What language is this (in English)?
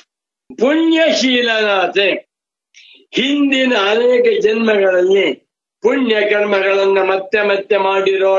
Kannada